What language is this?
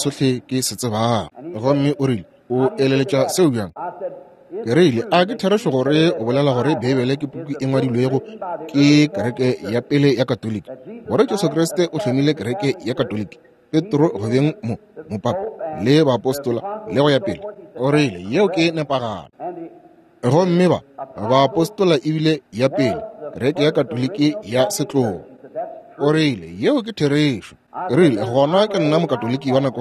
Northern Sotho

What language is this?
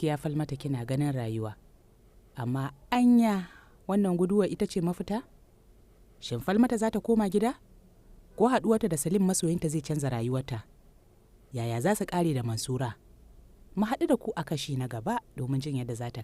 Hausa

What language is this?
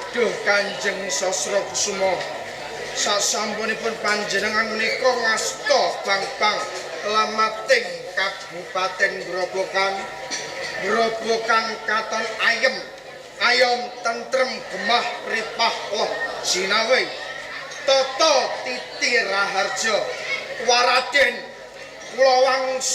Javanese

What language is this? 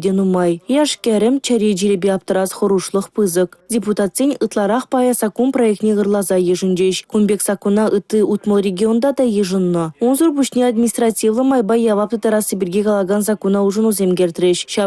Chuvash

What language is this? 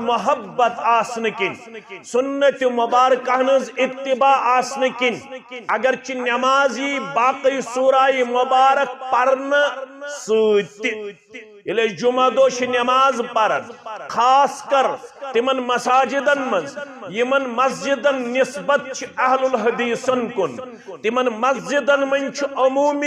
Kashmiri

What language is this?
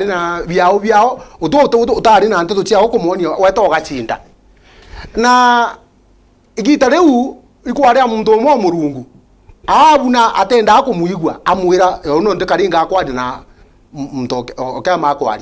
Meru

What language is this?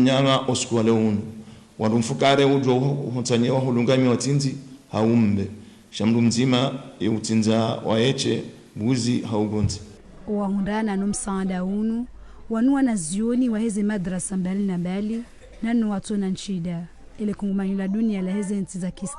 Ngazidja Comorian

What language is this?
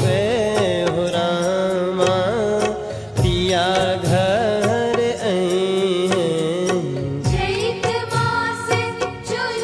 Bhojpuri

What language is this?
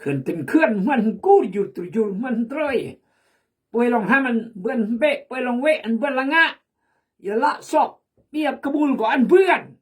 Khmu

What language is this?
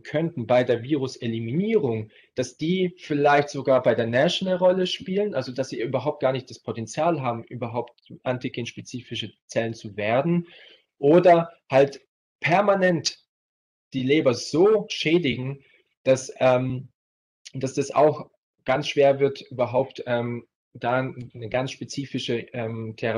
German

